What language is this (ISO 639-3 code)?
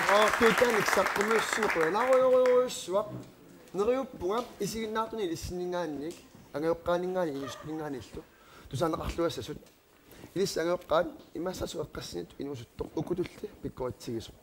kal